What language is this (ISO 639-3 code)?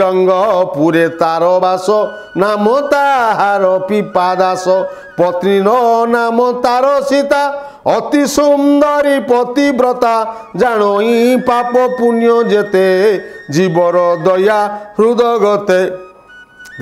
ori